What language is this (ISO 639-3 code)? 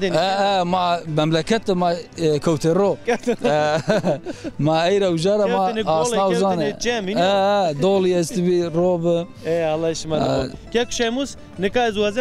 zza